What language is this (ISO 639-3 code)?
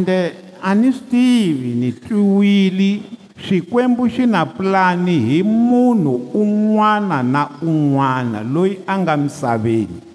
tso